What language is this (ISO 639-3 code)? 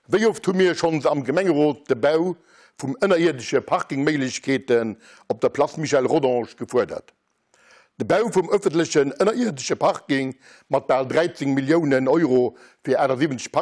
ltz